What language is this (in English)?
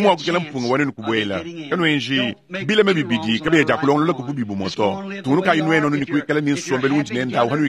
Luba-Lulua